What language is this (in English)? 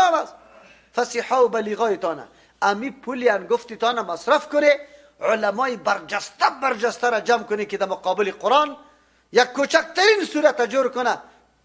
Persian